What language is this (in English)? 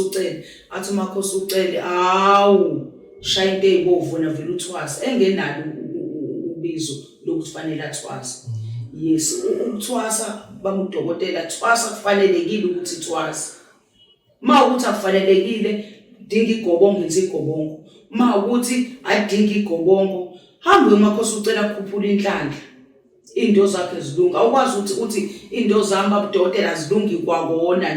Zulu